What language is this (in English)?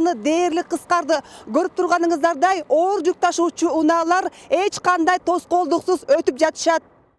Kyrgyz